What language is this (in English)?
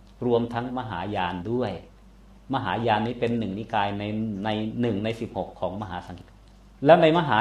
Thai